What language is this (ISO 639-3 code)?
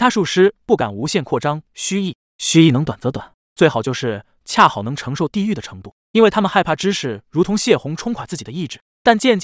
zho